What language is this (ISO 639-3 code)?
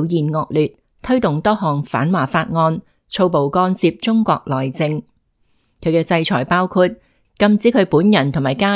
yue